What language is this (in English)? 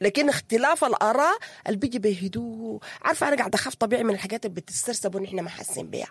Sudanese Arabic